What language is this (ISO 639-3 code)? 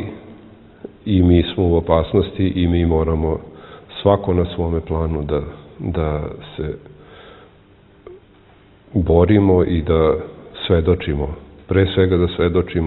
srp